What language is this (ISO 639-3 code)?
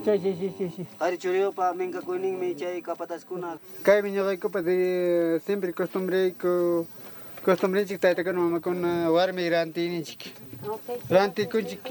quy